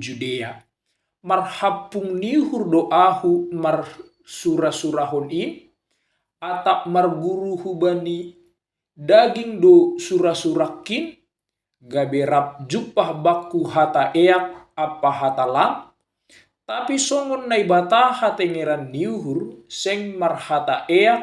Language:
Batak Simalungun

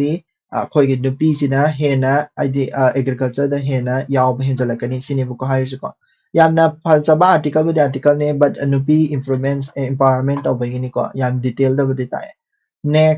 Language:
Manipuri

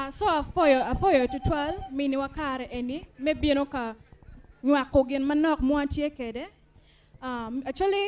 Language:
Acoli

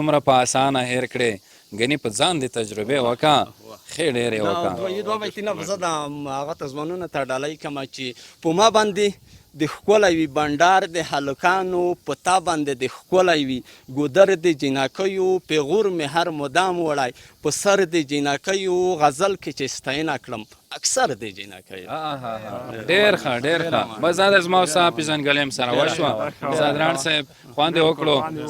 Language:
Pashto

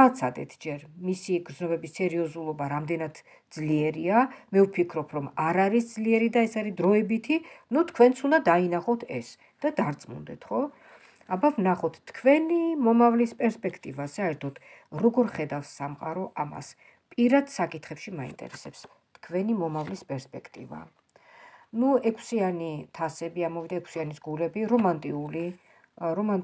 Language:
Georgian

